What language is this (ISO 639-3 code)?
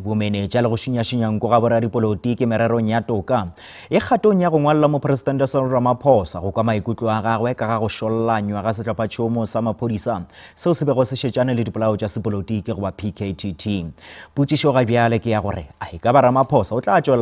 nso